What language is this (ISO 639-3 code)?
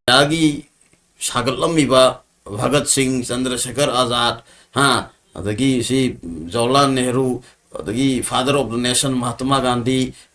mni